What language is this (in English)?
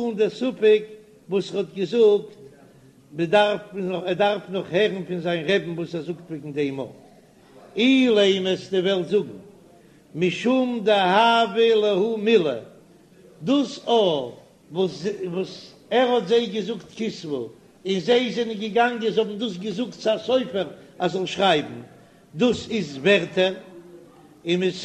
Yiddish